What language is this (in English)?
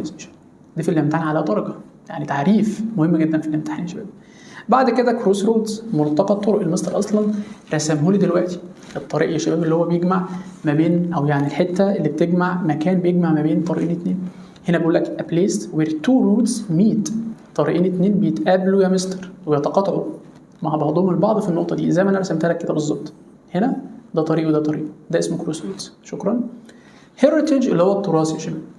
Egyptian Arabic